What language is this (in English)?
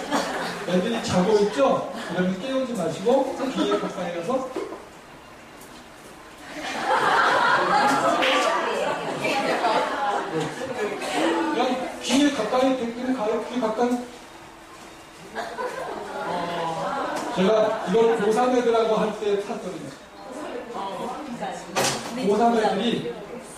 Korean